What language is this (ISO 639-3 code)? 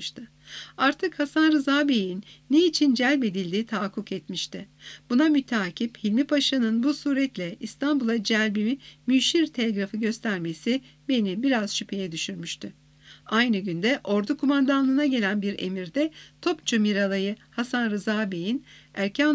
tur